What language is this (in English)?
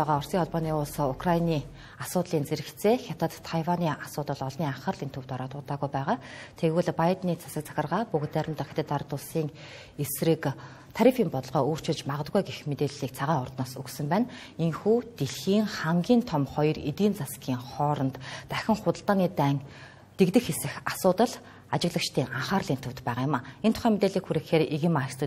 Mongolian